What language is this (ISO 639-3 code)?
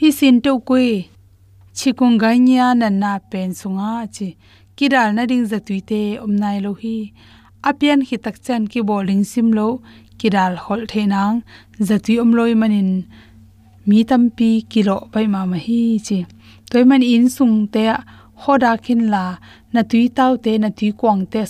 ctd